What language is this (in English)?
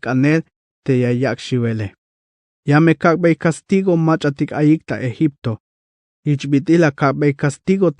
Tzeltal